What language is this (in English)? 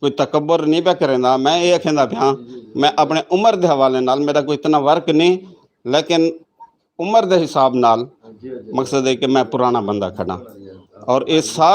Saraiki